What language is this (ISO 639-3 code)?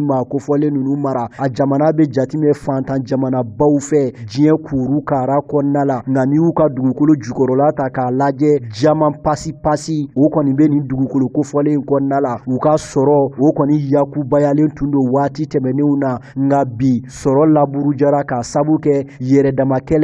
bam